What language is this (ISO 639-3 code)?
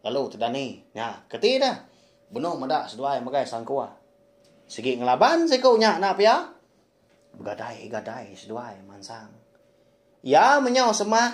iba